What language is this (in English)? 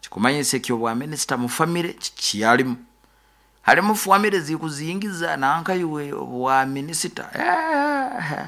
Nyoro